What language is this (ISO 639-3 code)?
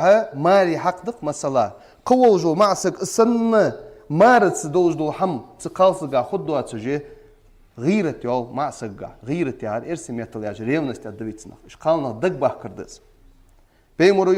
inh